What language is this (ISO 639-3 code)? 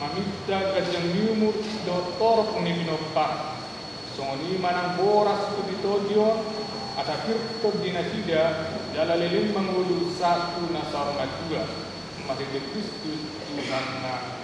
bbc